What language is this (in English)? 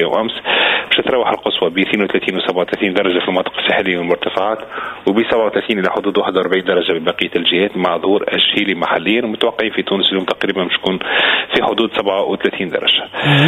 Tunisian Arabic